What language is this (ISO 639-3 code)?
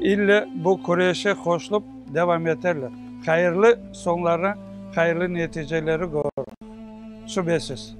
crh